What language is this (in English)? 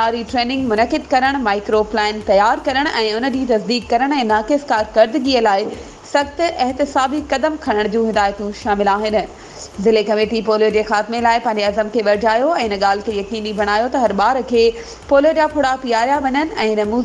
Sindhi